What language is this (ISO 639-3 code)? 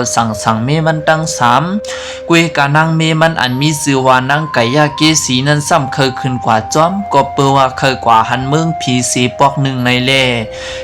shn